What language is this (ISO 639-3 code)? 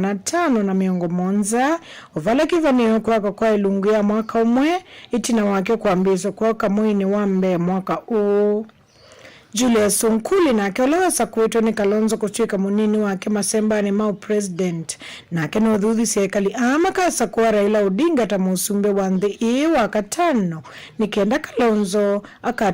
kam